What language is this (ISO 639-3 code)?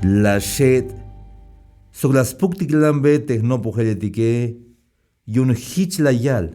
tzh